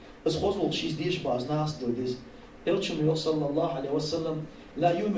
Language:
Ingush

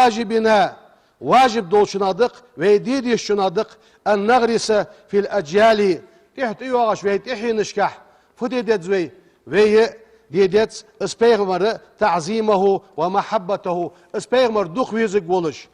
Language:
Ingush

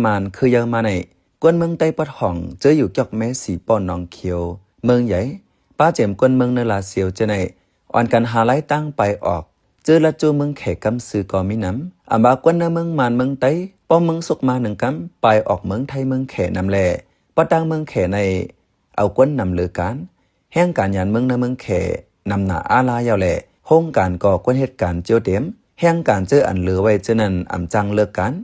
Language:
Shan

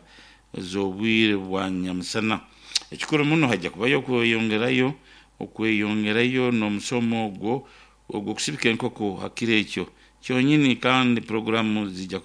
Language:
Nyoro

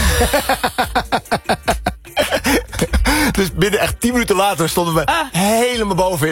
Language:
Dutch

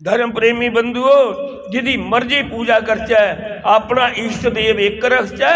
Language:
Dogri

